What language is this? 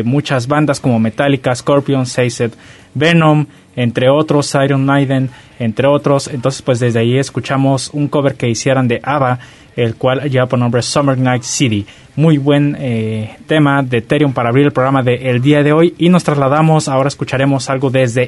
Spanish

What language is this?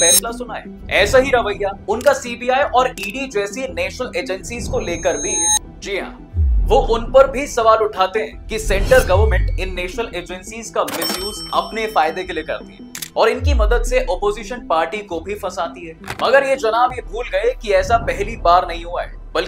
Hindi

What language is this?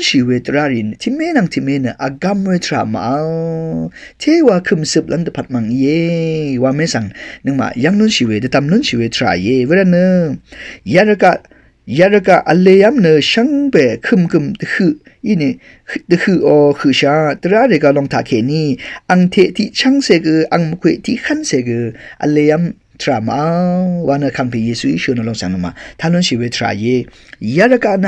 Rawang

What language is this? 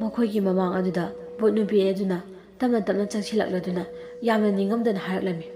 Manipuri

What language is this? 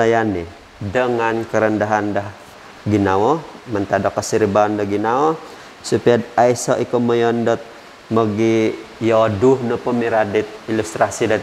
Central Dusun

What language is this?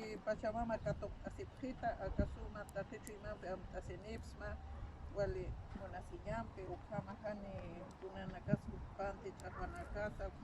Aymara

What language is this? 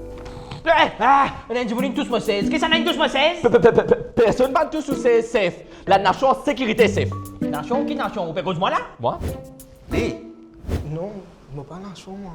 Morisyen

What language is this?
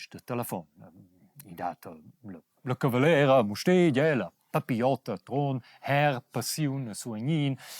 Romansh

